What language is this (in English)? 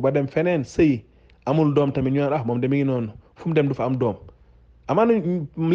Wolof